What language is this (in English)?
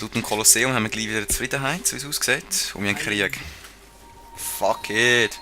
Swiss German